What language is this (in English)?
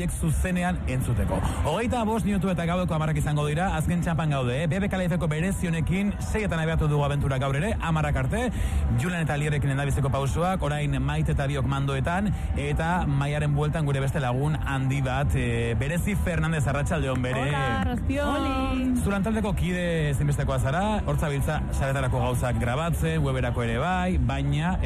Basque